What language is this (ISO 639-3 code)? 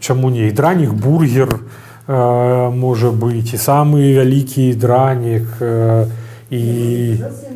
bel